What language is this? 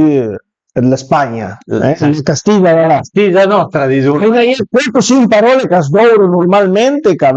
Piedmontese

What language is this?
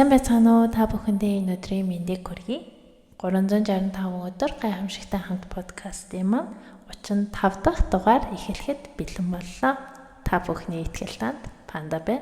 Mongolian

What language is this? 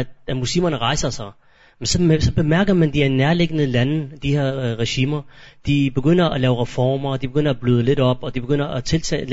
Danish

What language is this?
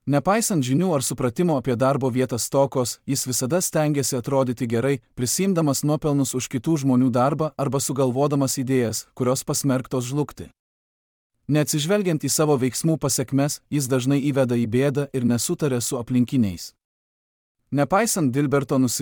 Lithuanian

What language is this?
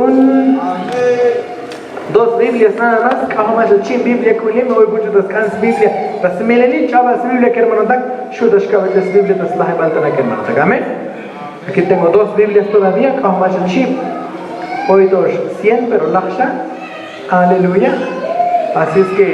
Tzotzil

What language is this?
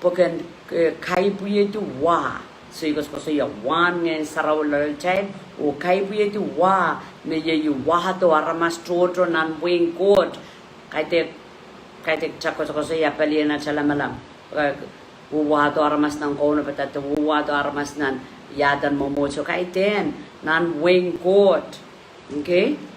Pohnpeian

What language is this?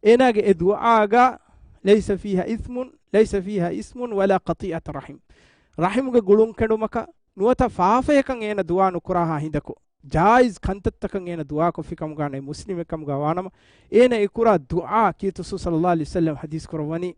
Divehi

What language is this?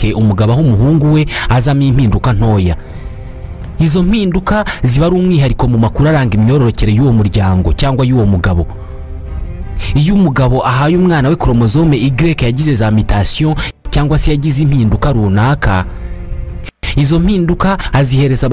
Kinyarwanda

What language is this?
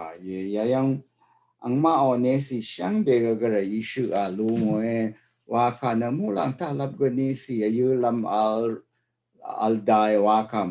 Rawang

